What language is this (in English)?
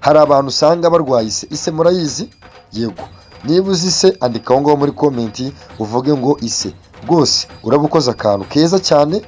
Kinyarwanda